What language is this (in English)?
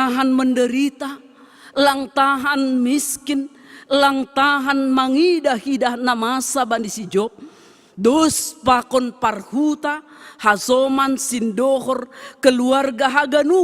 Batak Simalungun